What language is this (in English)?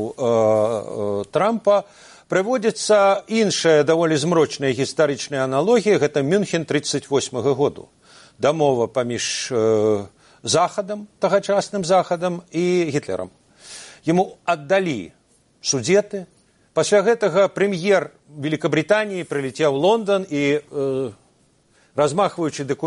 Belarusian